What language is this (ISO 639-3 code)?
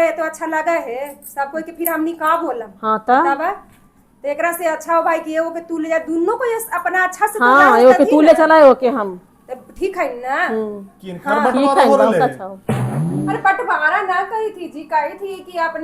mag